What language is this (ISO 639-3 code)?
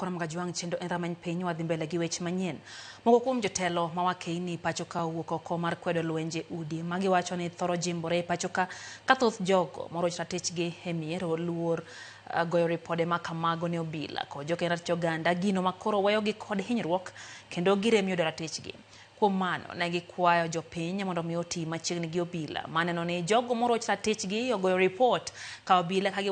luo